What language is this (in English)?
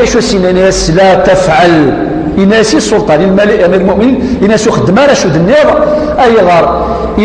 Kabyle